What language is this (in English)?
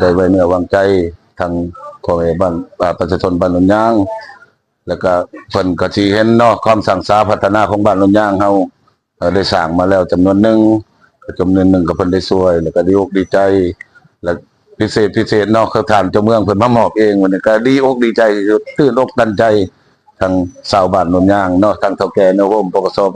Lao